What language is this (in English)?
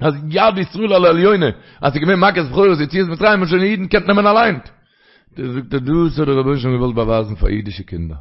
Yiddish